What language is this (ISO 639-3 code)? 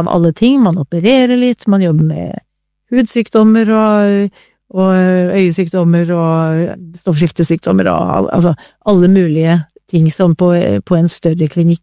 nor